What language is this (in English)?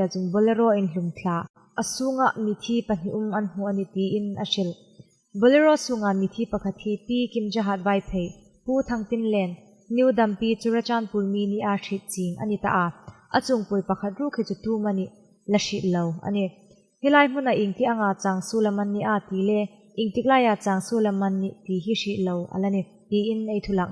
Hmar